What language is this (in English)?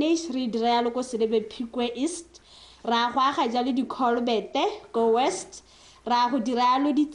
Tswana